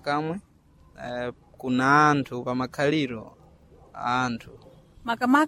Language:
Sena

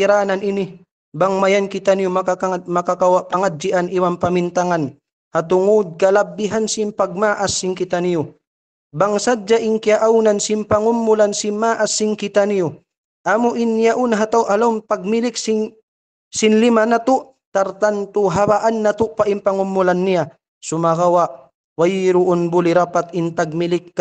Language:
Tausug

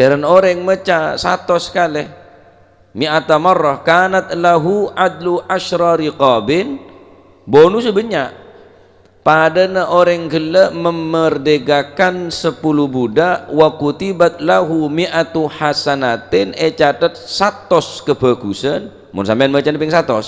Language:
Madurese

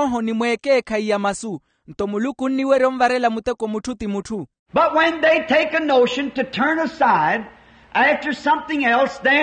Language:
Makhuwa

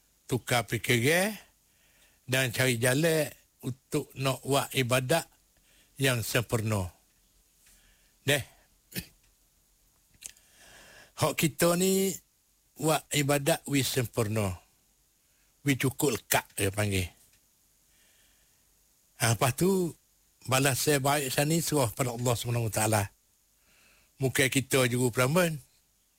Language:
Malay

